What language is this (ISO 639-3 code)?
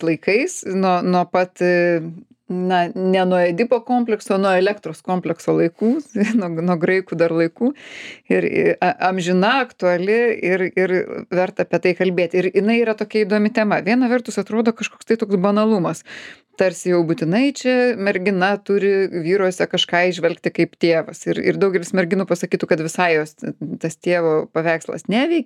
lit